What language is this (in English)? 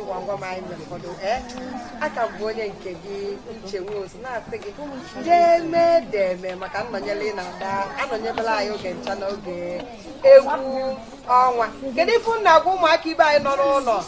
Igbo